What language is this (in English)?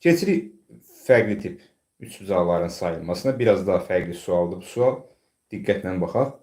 Azerbaijani